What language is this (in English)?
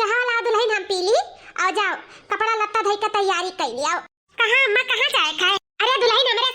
Awadhi